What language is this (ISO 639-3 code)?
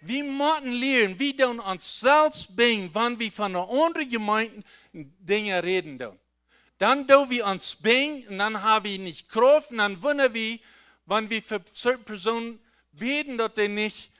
pdt